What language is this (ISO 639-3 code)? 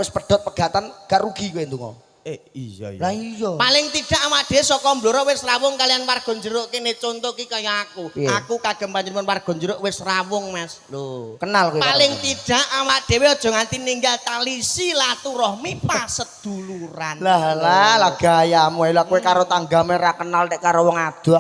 jav